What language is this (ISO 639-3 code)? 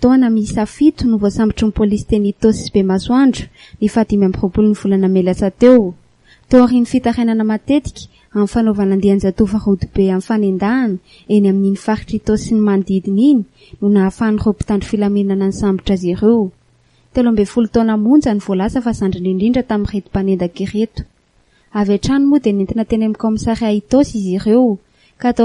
mlg